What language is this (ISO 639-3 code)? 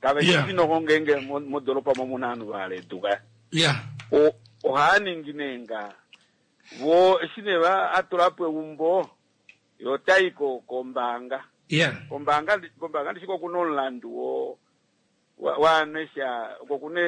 kua